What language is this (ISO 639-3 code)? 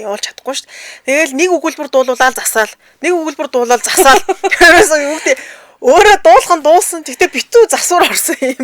mon